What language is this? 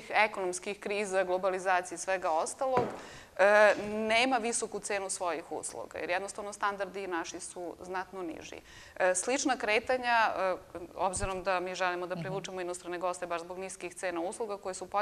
Serbian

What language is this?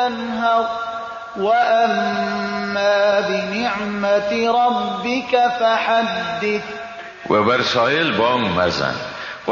Persian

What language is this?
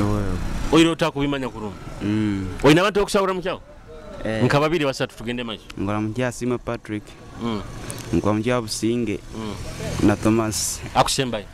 Nyoro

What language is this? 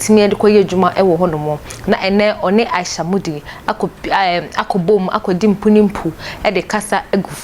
Akan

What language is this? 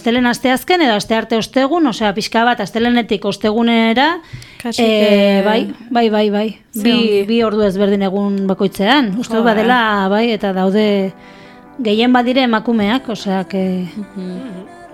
Basque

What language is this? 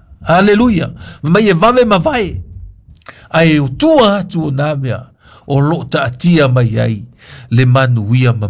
Samoan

